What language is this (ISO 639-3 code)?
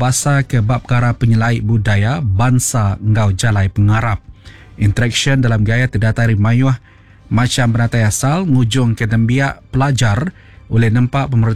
iba